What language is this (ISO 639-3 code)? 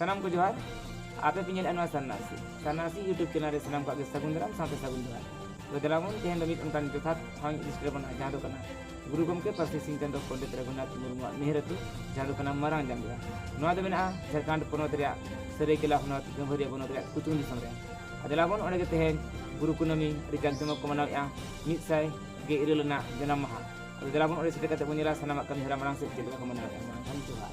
sat